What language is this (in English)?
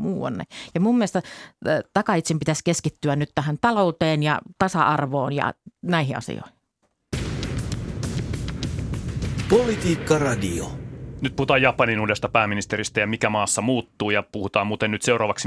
Finnish